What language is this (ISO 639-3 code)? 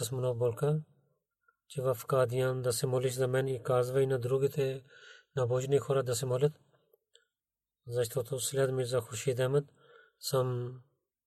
bul